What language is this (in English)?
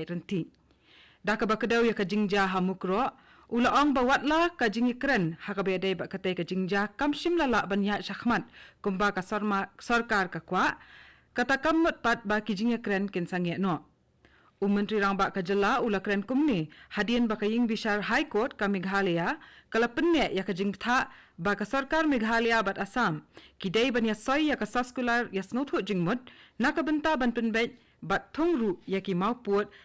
Khasi